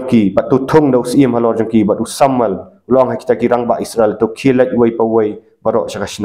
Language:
Khasi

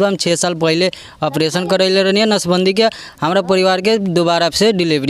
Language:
Bhojpuri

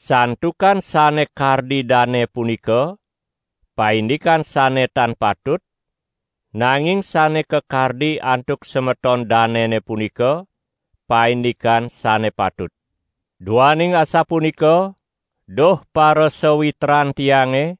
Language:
Balinese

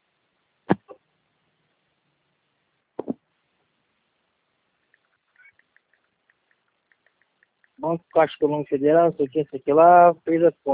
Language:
Portuguese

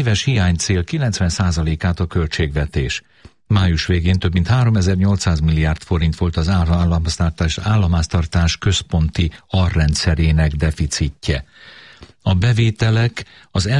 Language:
Hungarian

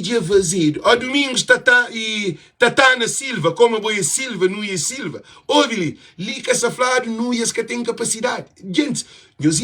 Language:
Kabuverdianu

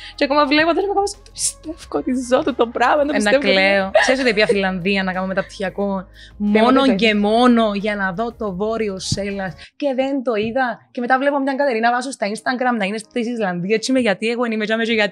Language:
Greek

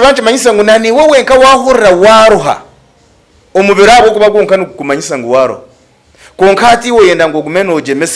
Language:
Nyankole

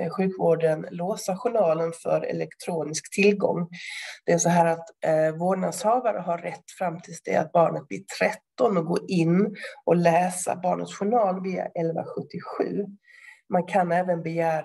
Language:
Swedish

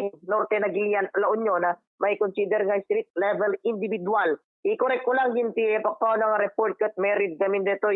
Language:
Iloko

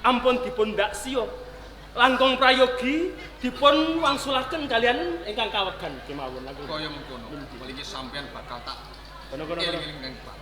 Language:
Javanese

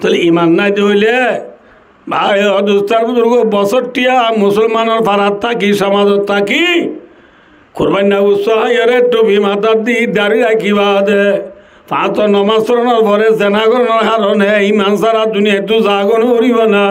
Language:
Rohingya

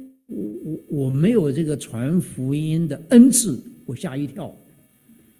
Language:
Chinese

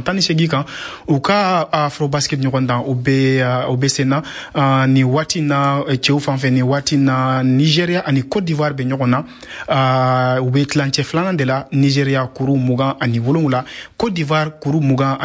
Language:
Bambara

